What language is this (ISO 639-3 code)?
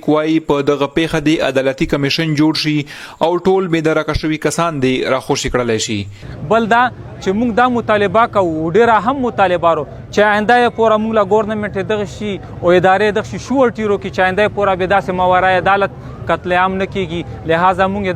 pus